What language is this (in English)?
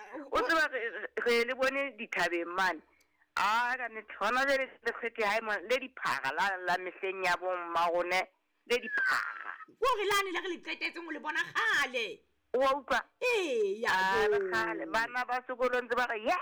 Southern Sotho